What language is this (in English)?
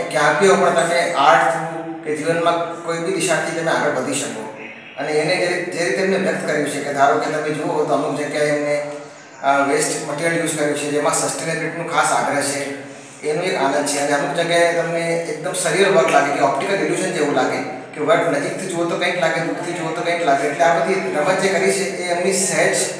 Gujarati